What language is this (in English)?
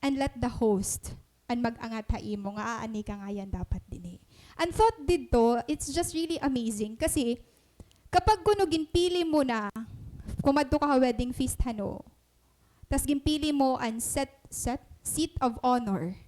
Waray